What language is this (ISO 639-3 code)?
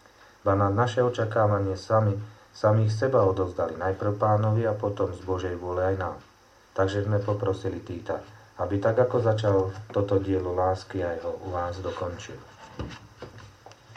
slk